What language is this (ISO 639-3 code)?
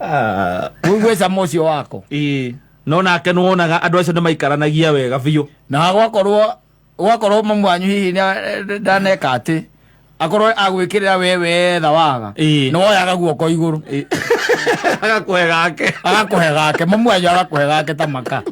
kik